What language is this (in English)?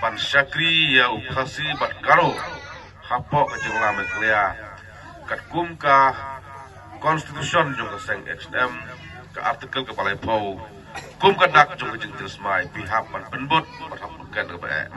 Khasi